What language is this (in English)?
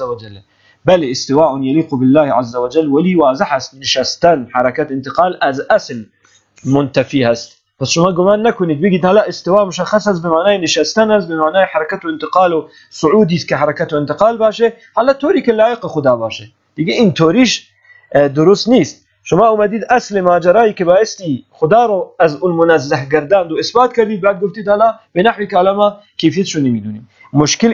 Persian